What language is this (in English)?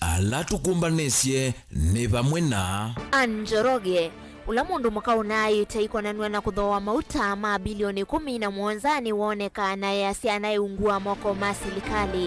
Kamba